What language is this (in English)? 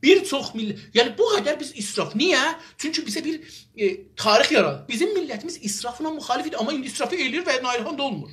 South Azerbaijani